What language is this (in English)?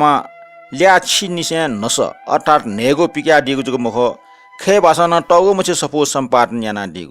Newari